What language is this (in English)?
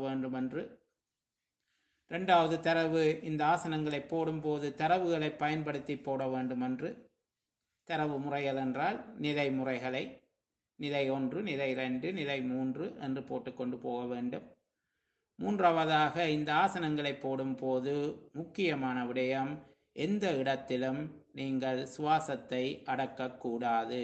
Tamil